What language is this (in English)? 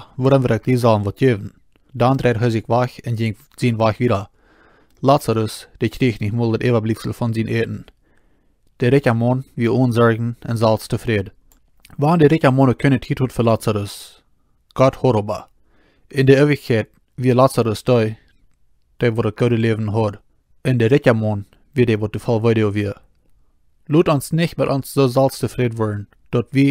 Plautdietsch